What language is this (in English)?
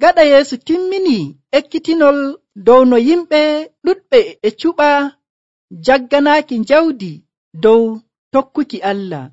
Nigerian Fulfulde